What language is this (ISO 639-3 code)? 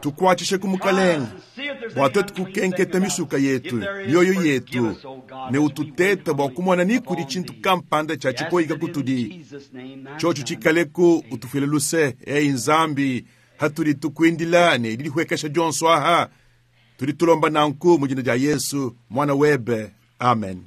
lua